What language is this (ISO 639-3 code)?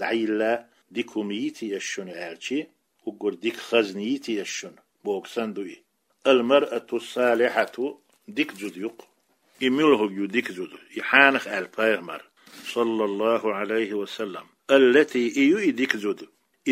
che